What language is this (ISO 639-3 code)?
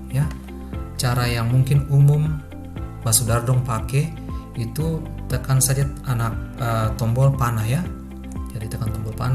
abs